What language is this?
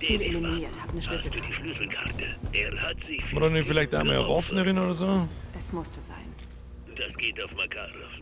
Bavarian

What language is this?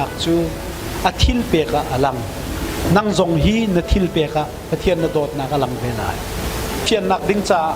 Hakha Chin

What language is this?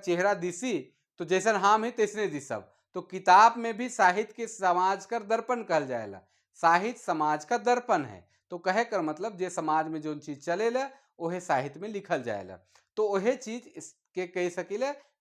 Sadri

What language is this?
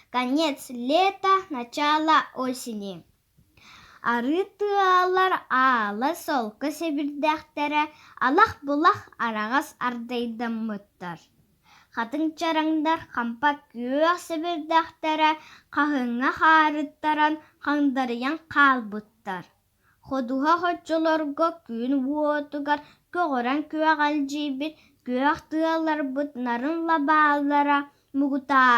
Yakut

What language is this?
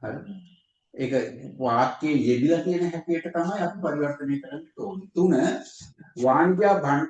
Sinhala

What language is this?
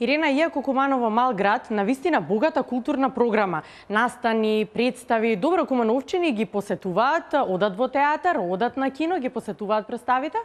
Macedonian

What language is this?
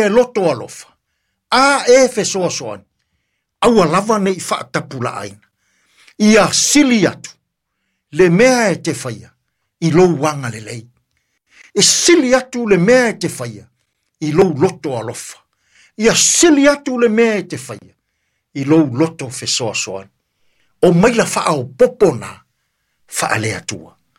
Samoan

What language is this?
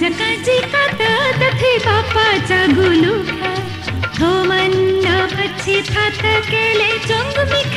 Newari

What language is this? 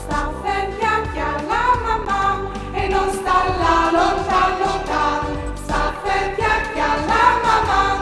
Friulian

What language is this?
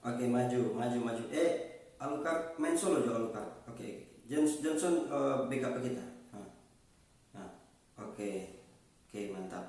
Manado Malay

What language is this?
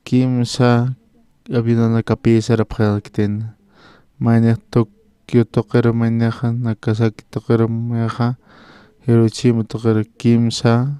Aymara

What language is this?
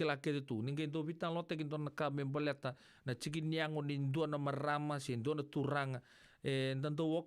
Fijian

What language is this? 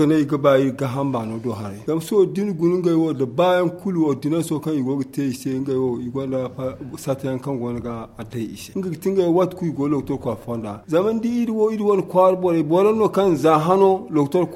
Zarma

